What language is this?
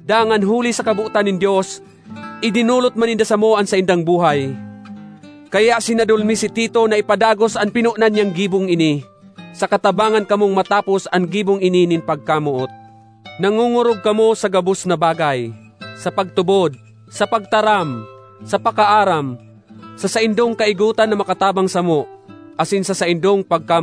Bikol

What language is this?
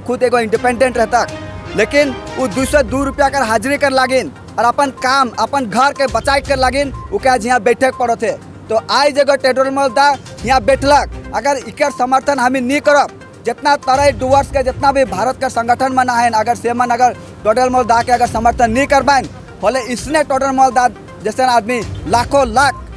Sadri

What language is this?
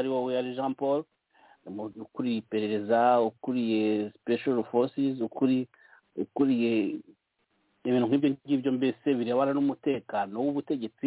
Kinyarwanda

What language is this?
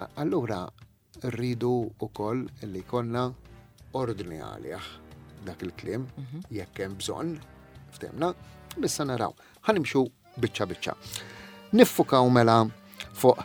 Maltese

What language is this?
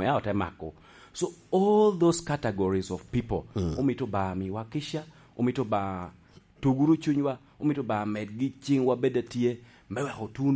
Lango (Uganda)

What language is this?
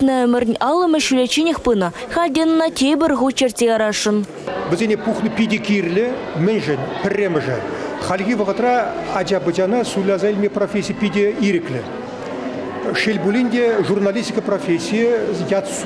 Chuvash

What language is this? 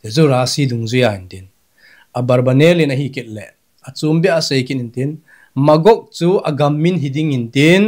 Thado Chin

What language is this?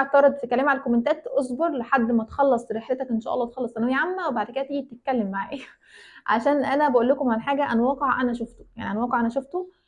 Egyptian Arabic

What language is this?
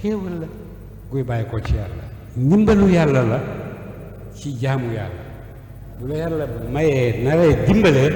Wolof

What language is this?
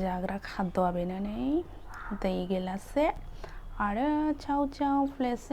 Bodo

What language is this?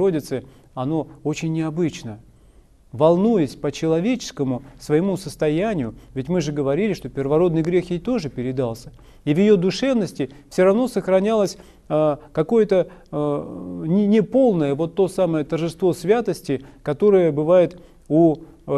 Russian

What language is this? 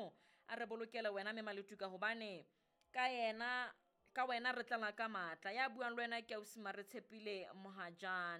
Southern Sotho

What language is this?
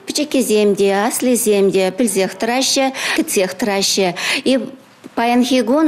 Chuvash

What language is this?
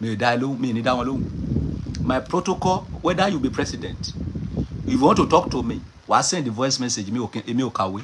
Yoruba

